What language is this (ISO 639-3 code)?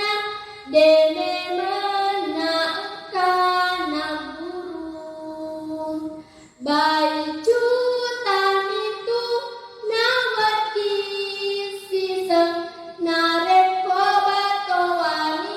bug